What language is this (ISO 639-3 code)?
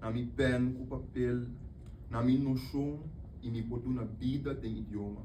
pap